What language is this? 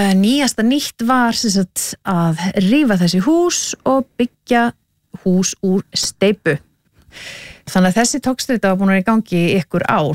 Icelandic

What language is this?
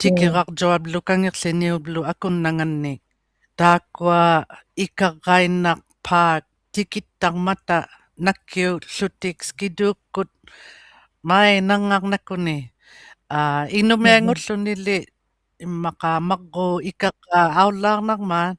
Inuktitut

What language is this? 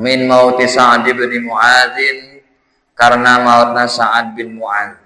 Sundanese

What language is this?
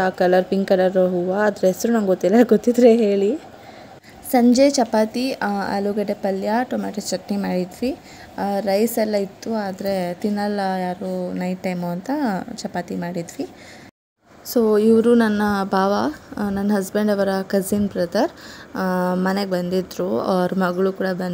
Kannada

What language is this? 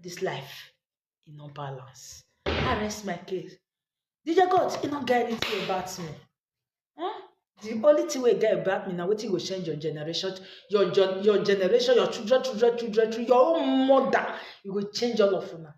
Nigerian Pidgin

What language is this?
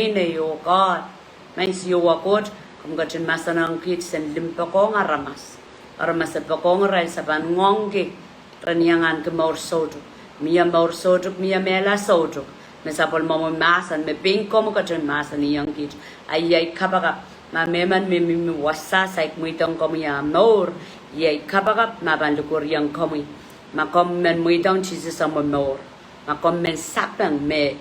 Pohnpeian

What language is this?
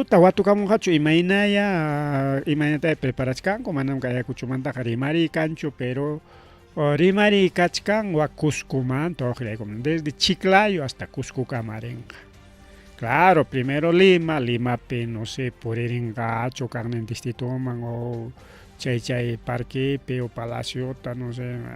Ayacucho Quechua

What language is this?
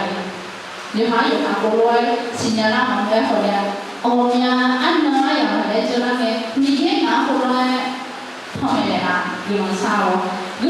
Akha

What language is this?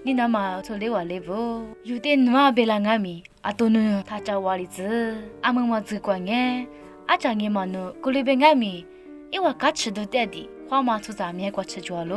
Lisu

